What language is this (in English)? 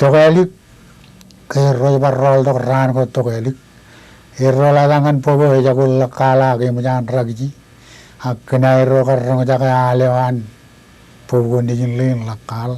Marshallese